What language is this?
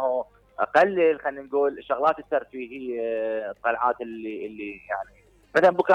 Mesopotamian Arabic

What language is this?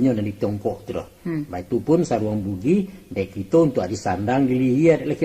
Minangkabau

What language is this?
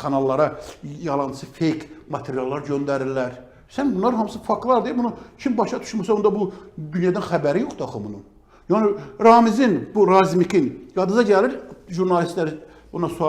Azerbaijani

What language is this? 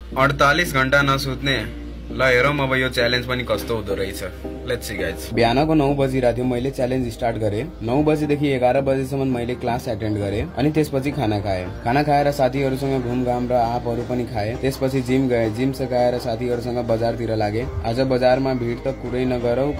Nepali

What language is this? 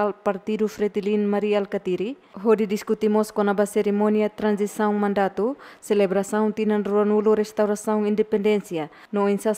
Tetum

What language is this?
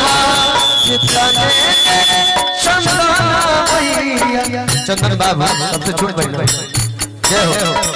Bhojpuri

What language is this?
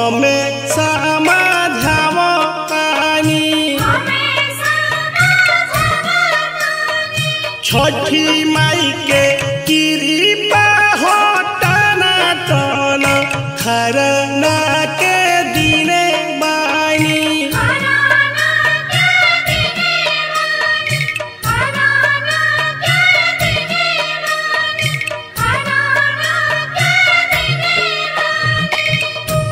Bhojpuri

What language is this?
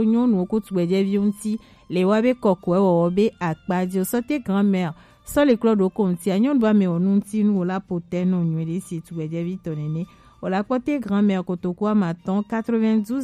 Gen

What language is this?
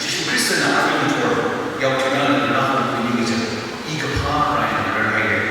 Tangkhul Naga (India)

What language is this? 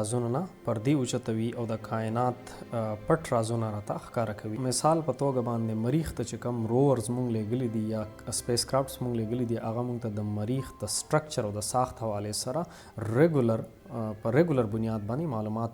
Pashto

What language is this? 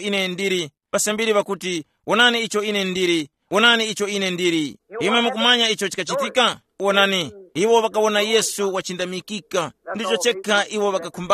Tumbuka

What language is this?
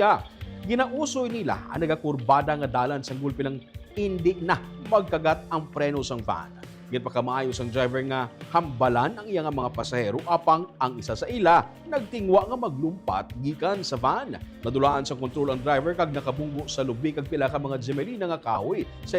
Hiligaynon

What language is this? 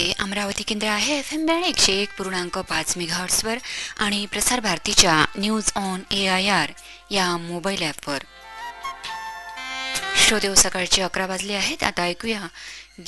Marathi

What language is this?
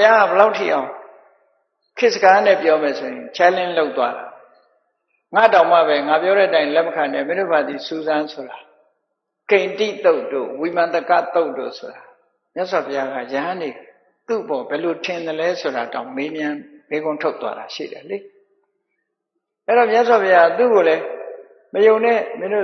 Burmese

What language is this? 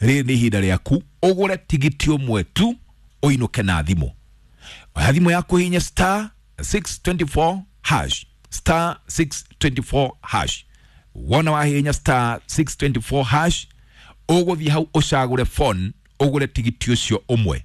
Kikuyu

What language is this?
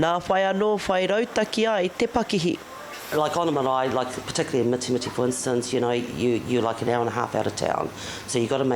Māori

